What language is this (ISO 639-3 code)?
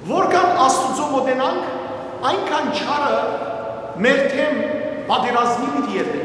hyw